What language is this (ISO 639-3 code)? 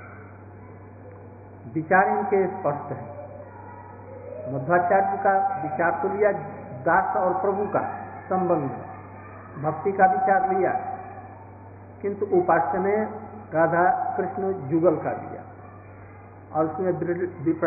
hin